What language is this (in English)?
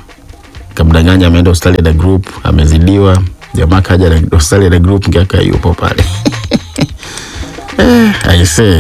Swahili